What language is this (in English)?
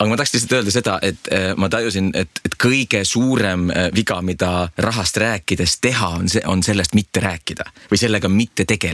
Estonian